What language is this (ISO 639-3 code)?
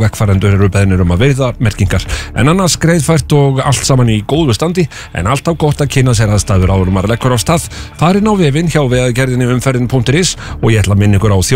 isl